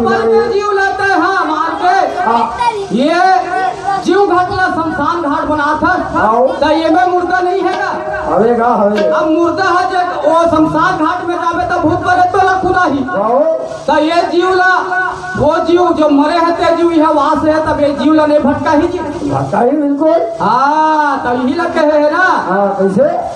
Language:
Chhattisgarhi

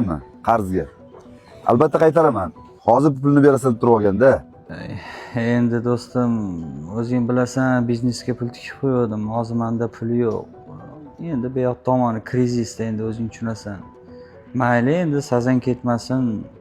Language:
Uzbek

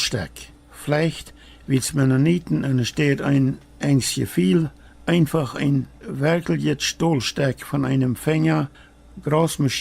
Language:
Plautdietsch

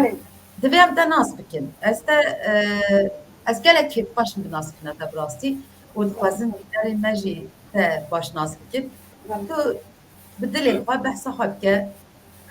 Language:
Kurdish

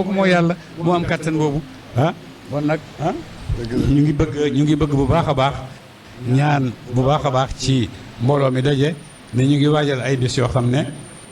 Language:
Wolof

